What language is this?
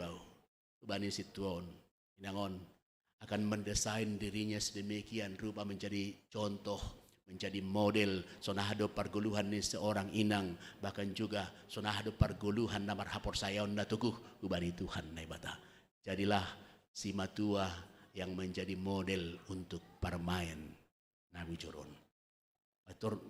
Batak Simalungun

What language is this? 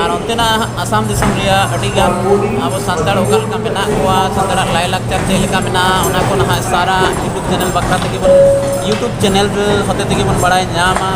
Santali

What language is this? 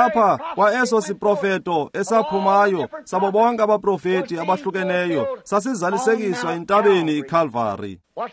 Xhosa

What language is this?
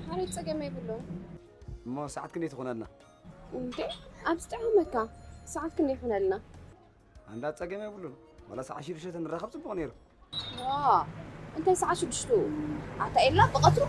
Tigrinya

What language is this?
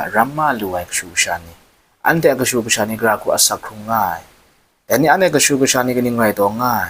Kachin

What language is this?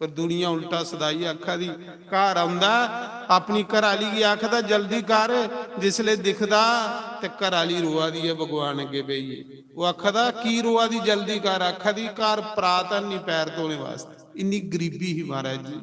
Dogri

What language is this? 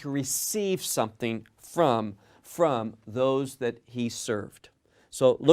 English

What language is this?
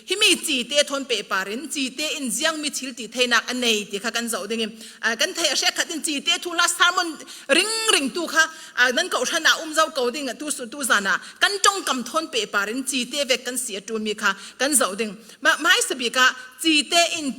Falam Chin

